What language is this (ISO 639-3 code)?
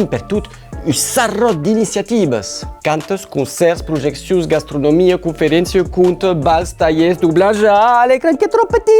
oci